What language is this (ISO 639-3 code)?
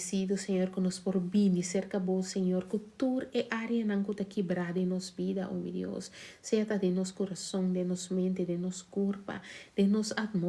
pap